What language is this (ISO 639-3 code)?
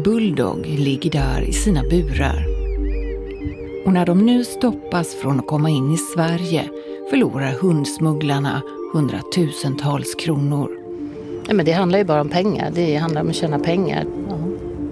swe